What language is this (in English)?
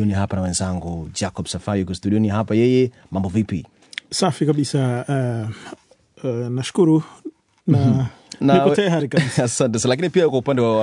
Swahili